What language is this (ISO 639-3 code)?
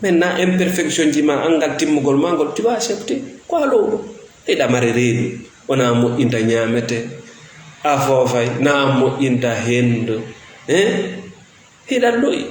ful